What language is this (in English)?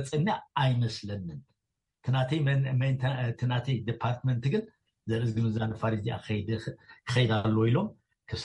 Tigrinya